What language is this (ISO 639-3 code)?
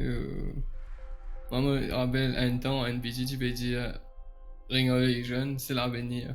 mfe